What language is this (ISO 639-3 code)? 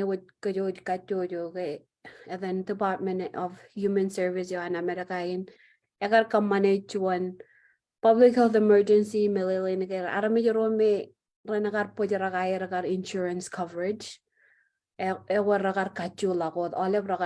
mah